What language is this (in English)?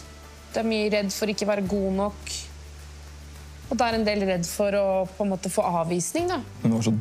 Norwegian